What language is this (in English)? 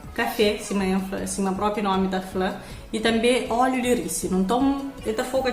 Kabuverdianu